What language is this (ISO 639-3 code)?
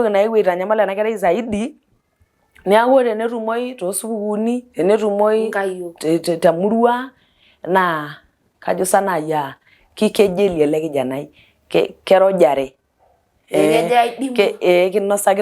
mas